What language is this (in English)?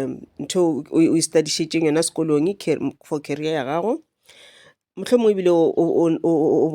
Northern Sotho